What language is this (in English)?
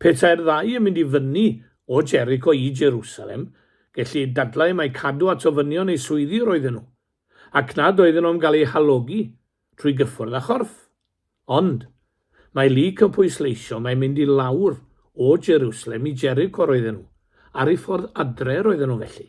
Welsh